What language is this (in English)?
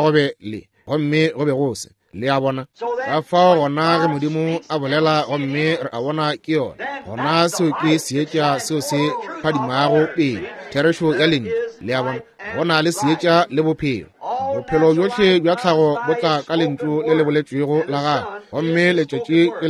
Northern Sotho